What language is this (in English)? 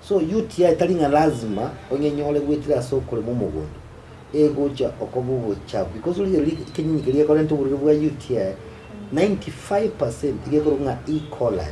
Gusii